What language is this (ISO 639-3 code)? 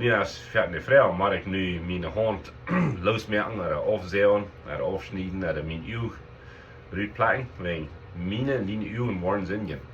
pdt